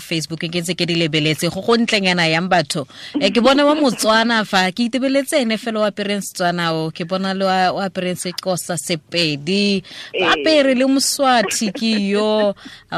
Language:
Tswana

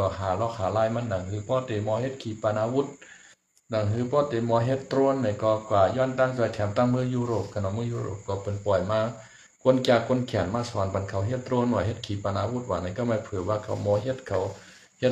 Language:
Shan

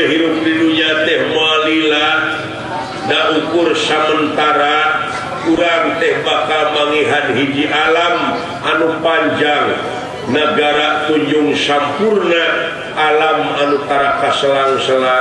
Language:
Sundanese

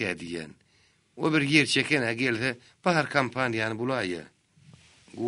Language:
Turkmen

